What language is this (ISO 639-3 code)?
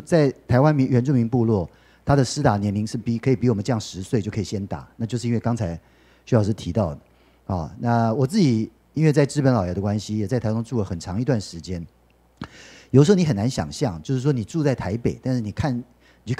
zho